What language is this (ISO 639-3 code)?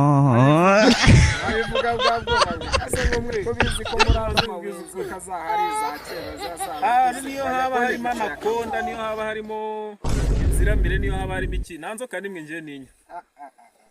kin